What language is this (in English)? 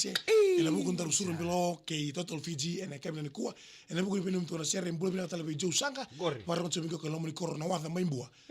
Fijian